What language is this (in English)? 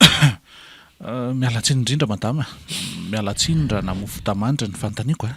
Malagasy